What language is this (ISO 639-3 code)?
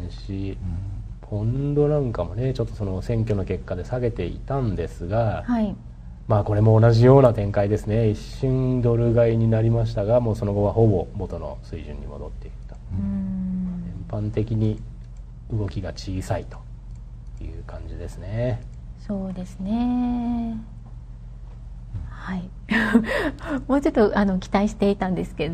jpn